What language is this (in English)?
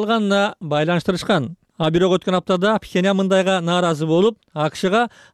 Kyrgyz